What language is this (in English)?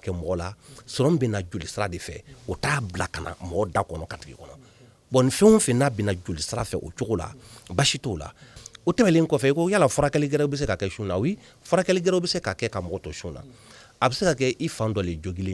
Bambara